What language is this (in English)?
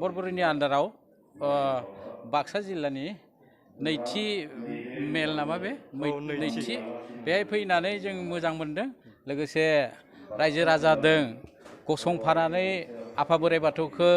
Bodo